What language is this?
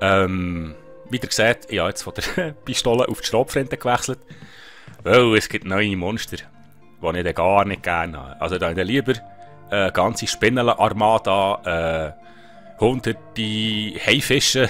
Swiss German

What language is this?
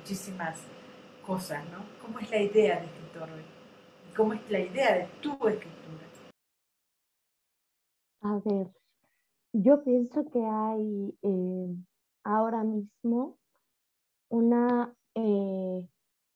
Spanish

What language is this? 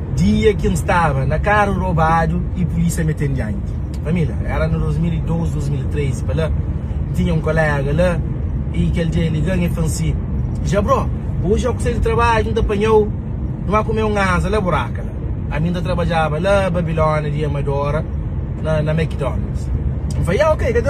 Kabuverdianu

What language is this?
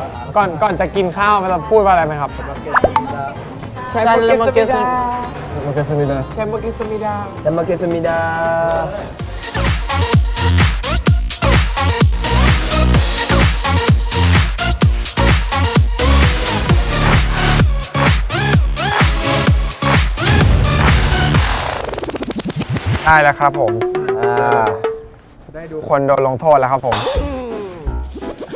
Thai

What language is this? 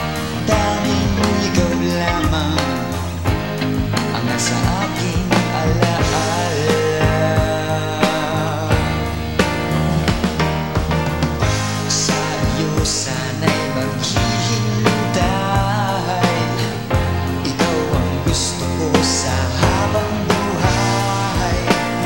Filipino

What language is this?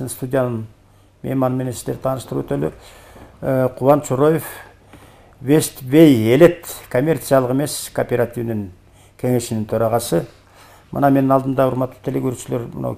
Kyrgyz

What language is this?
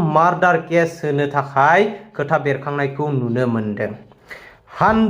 Bodo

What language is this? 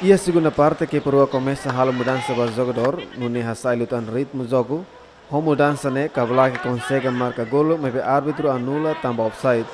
Tetum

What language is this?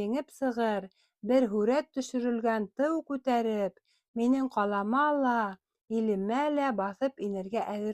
Bashkir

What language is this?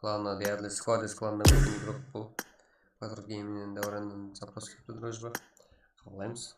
Kara-Kalpak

